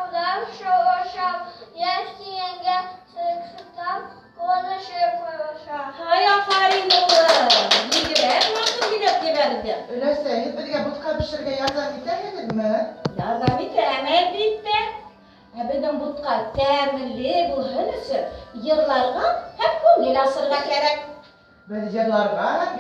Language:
Bashkir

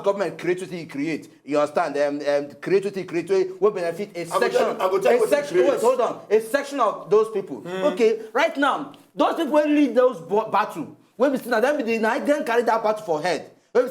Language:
Nigerian Pidgin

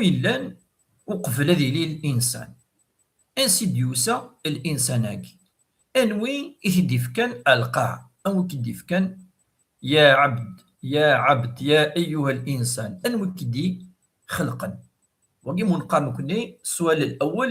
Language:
Kabyle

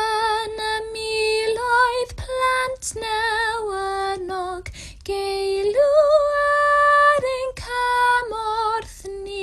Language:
Welsh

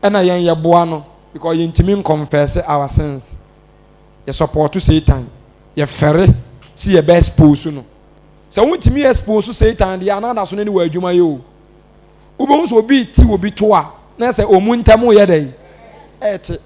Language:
Akan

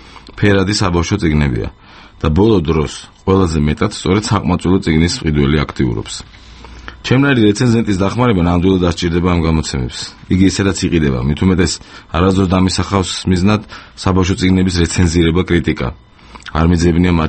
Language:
Georgian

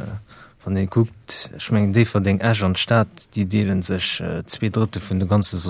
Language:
Luxembourgish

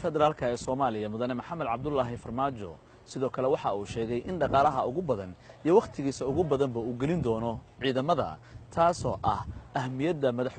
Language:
Somali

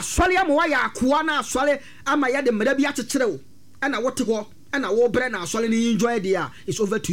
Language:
Akan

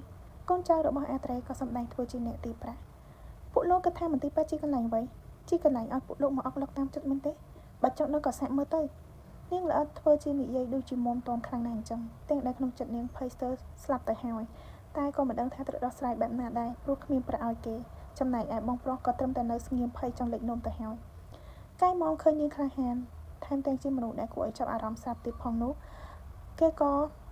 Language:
Khmer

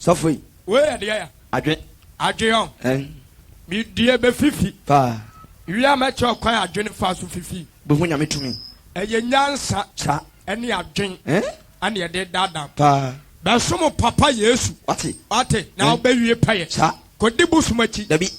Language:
Akan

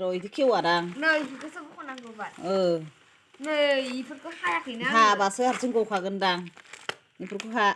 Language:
Bodo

